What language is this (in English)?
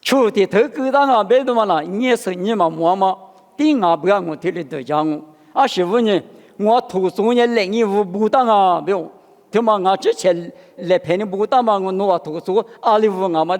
Lisu